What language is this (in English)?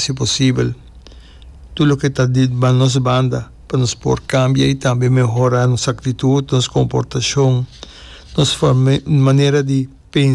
Portuguese